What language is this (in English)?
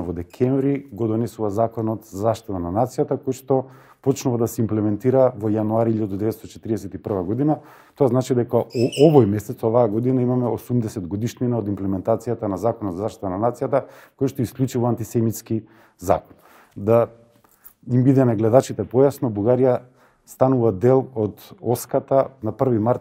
Macedonian